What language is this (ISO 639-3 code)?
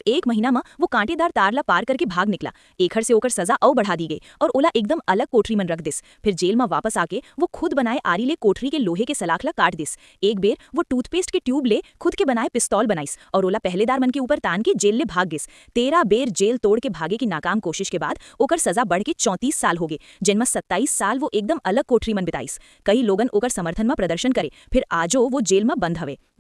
hne